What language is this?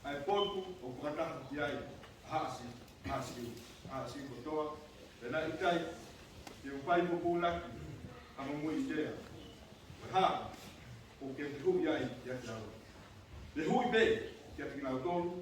Tongan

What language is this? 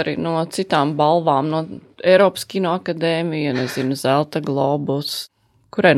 Latvian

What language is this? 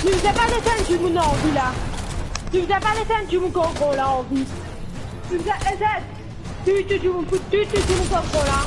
Morisyen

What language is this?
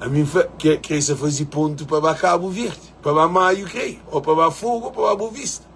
Kabuverdianu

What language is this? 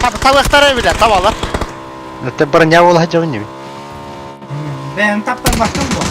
Yakut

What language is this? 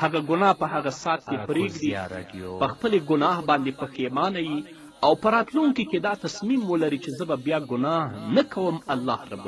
Pashto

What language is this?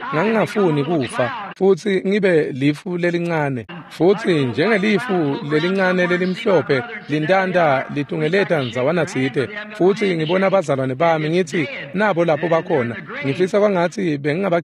Swati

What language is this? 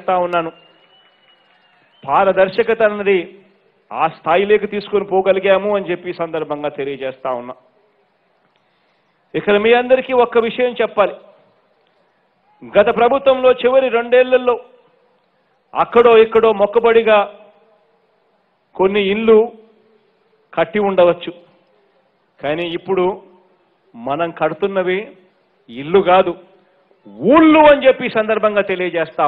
Telugu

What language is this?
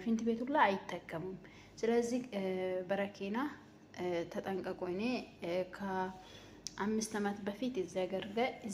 Amharic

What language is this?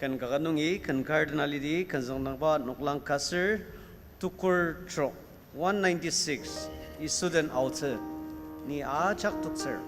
Ao Naga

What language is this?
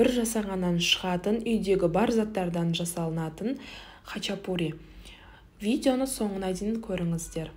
Kazakh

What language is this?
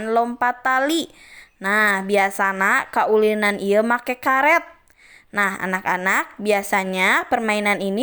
Sundanese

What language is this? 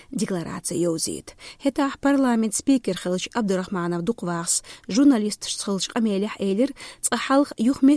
Chechen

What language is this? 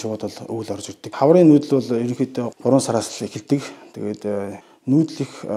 Mongolian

